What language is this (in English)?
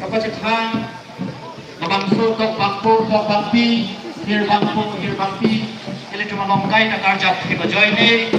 Karbi